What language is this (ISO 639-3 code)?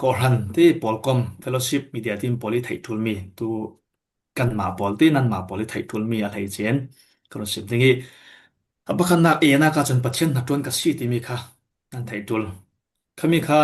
cfm